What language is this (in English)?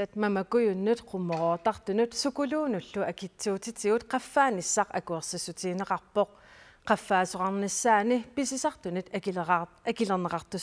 Kalaallisut